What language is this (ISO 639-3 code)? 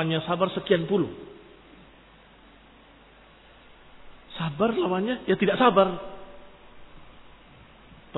ind